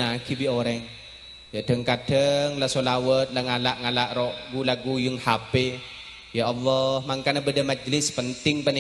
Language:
Madurese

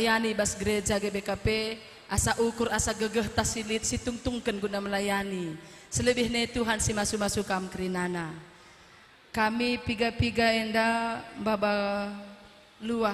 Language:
Batak Karo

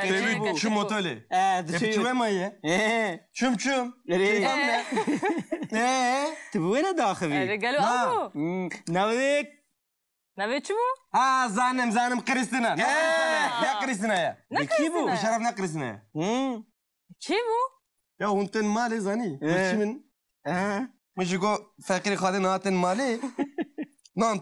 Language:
Kurdish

